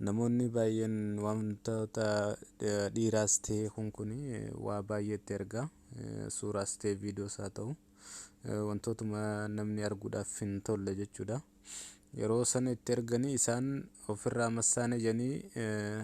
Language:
Oromo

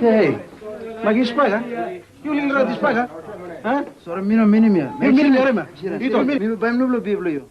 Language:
Tok Pisin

